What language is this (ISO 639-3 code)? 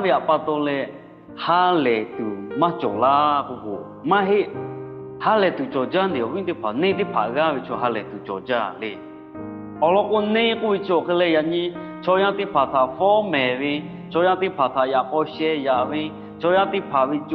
lhu